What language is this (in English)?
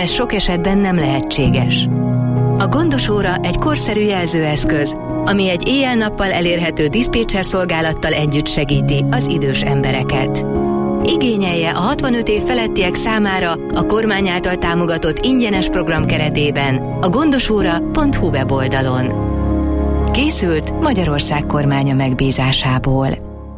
Hungarian